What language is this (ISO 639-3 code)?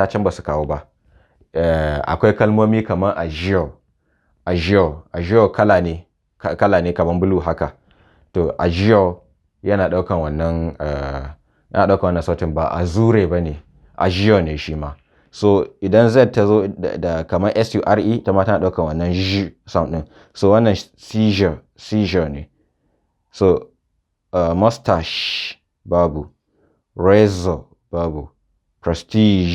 hau